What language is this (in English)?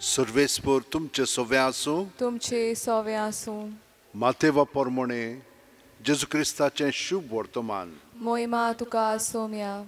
Konkani